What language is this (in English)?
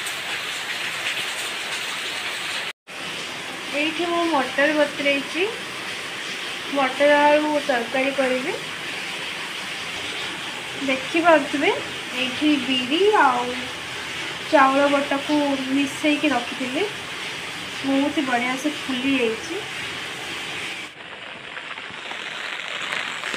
Odia